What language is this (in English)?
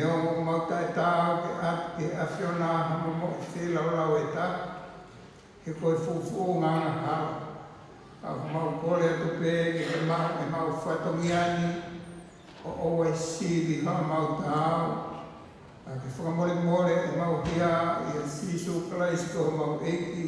Tongan